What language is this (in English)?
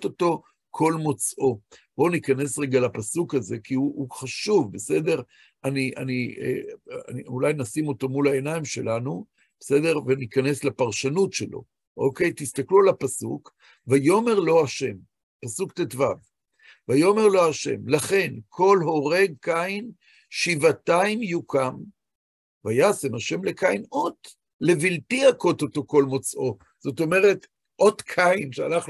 Hebrew